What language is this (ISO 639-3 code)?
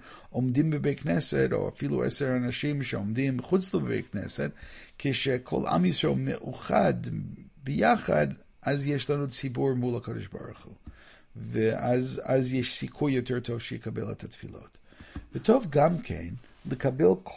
heb